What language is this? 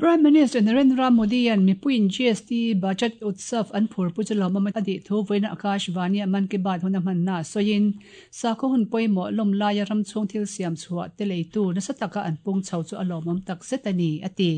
Mizo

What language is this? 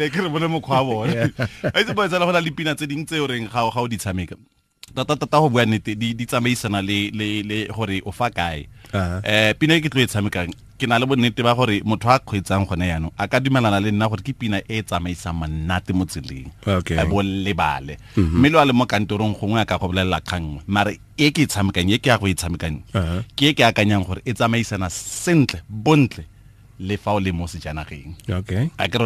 Tswana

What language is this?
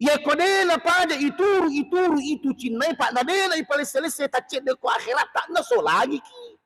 Buginese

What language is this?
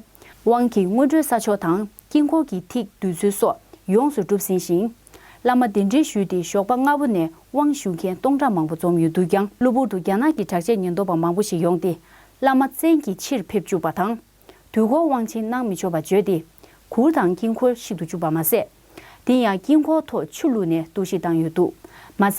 Tibetan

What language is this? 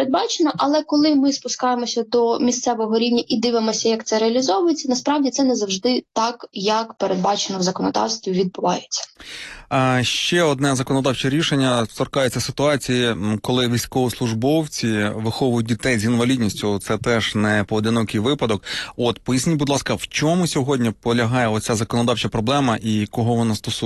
Ukrainian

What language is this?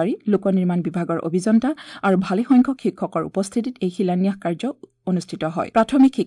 Assamese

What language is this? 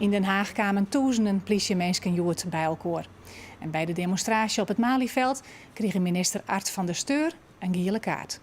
Western Frisian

